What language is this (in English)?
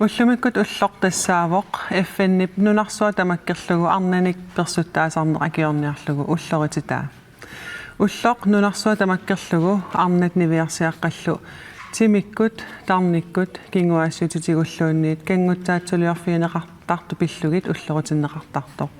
Kalaallisut